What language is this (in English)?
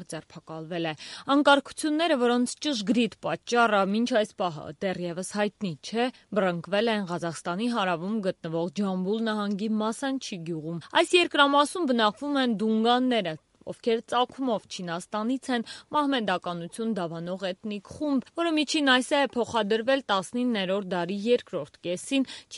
Armenian